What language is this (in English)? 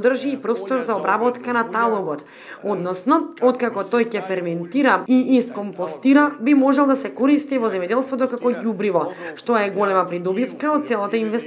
Macedonian